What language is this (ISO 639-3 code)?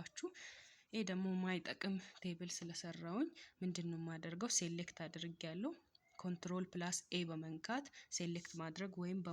amh